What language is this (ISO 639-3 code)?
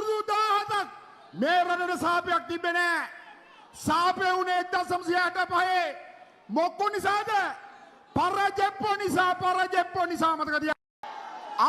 sin